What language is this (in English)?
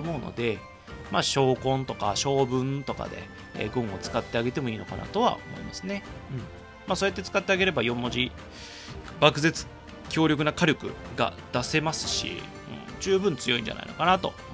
Japanese